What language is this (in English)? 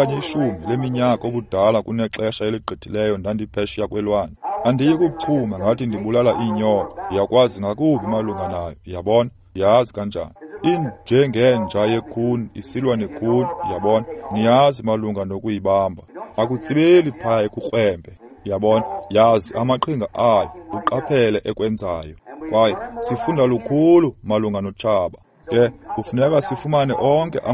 Xhosa